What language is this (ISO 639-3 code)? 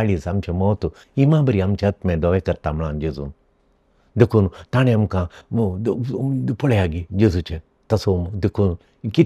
kok